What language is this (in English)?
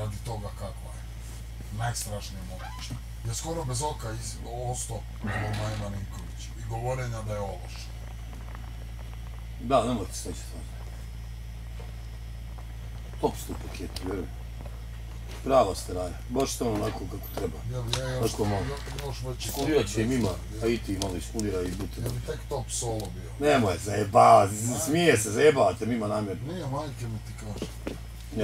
Bosnian